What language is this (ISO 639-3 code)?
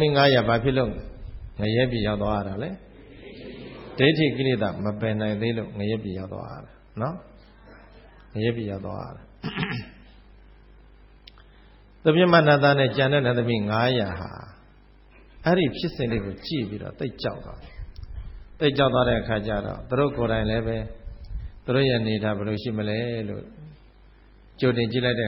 mya